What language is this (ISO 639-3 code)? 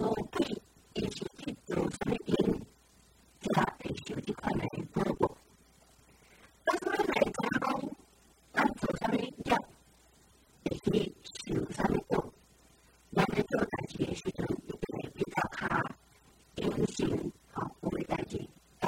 nan